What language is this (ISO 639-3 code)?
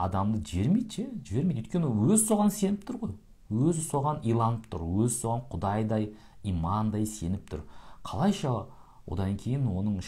kaz